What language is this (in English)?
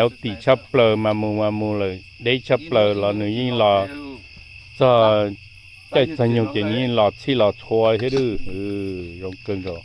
Hmong